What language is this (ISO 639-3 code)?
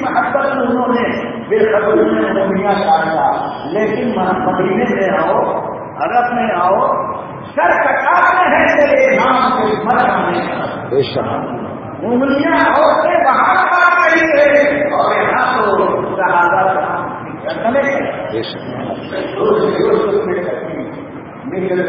urd